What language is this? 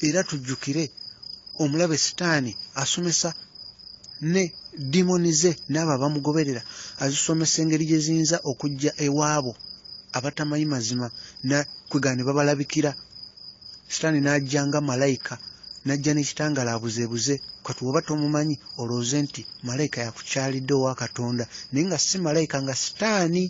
Ganda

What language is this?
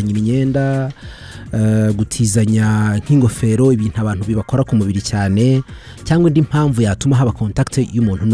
Kinyarwanda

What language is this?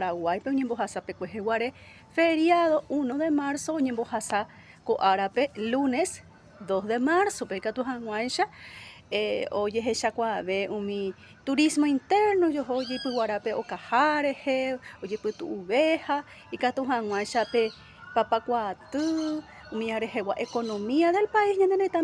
Guarani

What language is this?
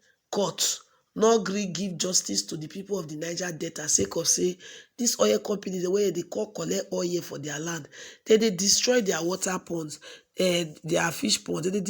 Nigerian Pidgin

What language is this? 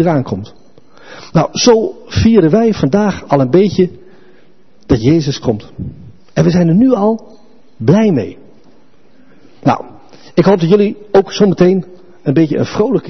Dutch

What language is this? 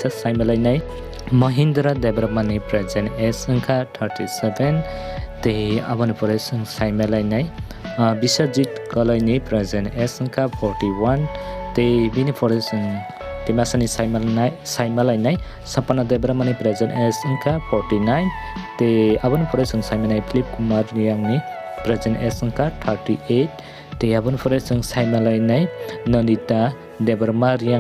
Kok Borok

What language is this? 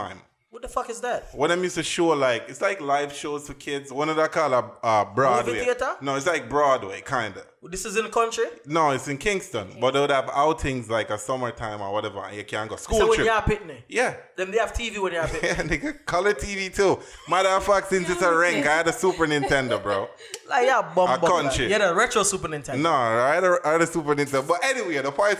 Jamaican Creole English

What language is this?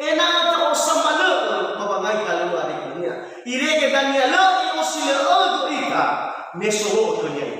Nias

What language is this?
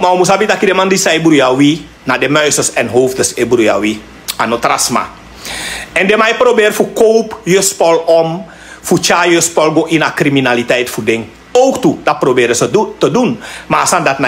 Sranan Tongo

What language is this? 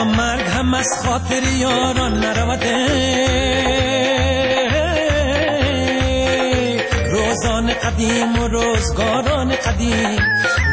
Persian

